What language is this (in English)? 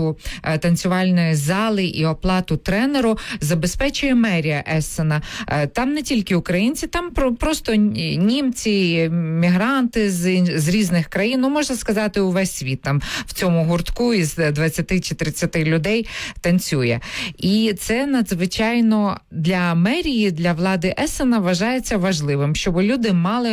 Ukrainian